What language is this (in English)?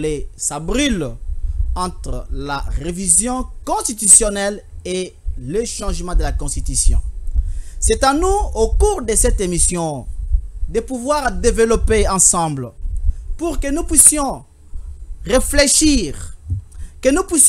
French